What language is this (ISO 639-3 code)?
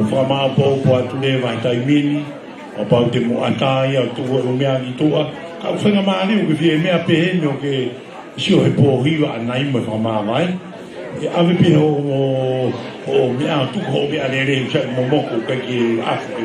ton